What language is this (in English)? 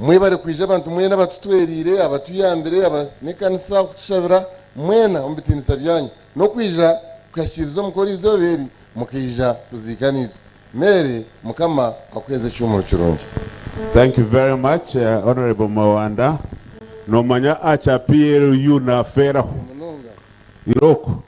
Nyankole